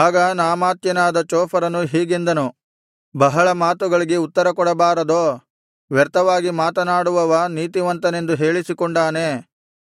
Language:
Kannada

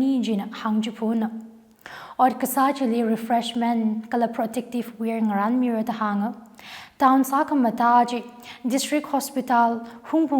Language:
Tangkhul Naga (India)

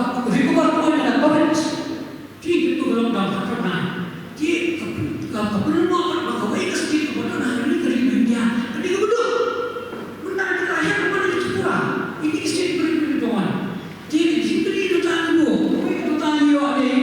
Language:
Khasi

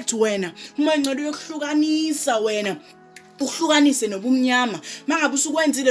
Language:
Zulu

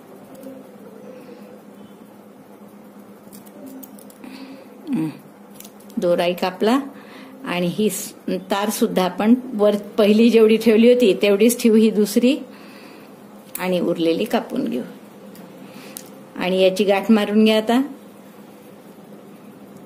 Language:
Marathi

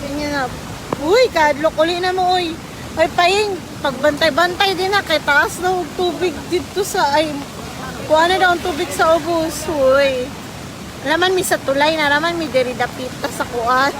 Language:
Cebuano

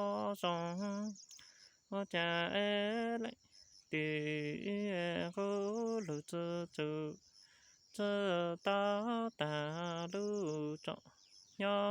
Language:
Hmong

